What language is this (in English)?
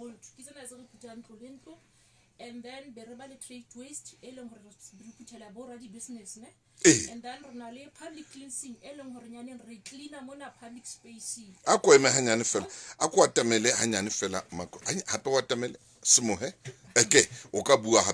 Southern Sotho